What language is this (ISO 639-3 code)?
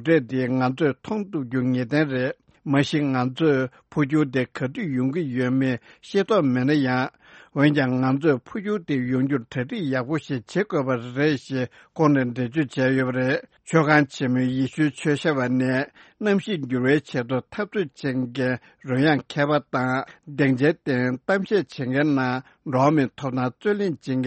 bod